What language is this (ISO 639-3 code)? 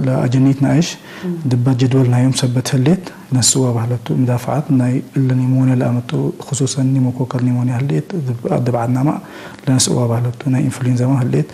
tig